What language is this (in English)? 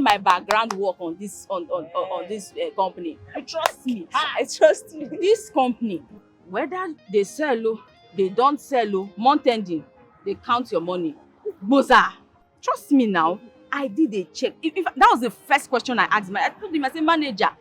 Nigerian Pidgin